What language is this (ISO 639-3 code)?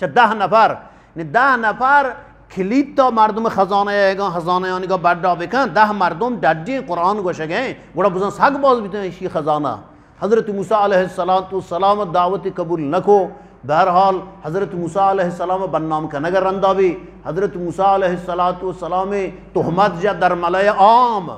bgp